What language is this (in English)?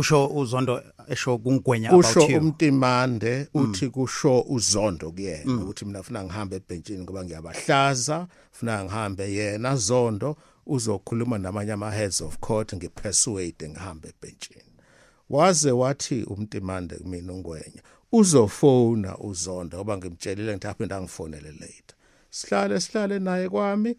Zulu